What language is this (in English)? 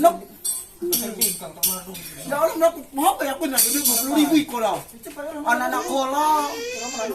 Musi